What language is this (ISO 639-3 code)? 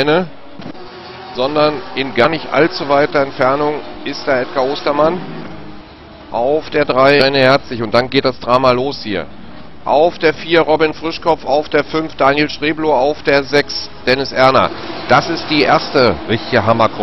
deu